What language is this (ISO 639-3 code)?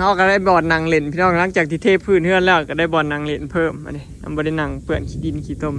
tts